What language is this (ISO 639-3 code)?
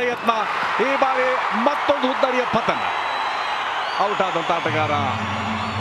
kan